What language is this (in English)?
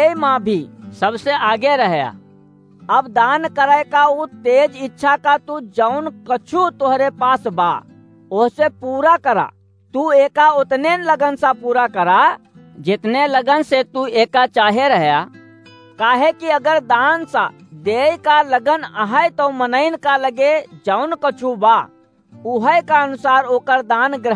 Awadhi